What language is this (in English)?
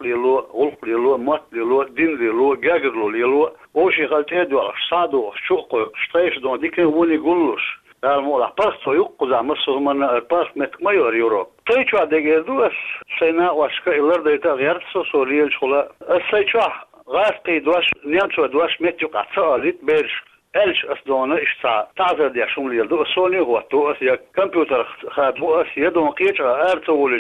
Chechen